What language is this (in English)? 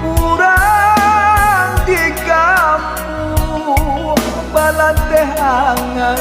Minangkabau